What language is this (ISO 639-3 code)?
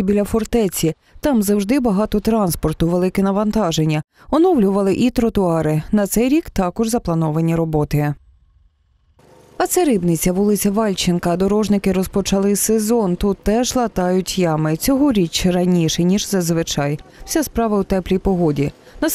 ukr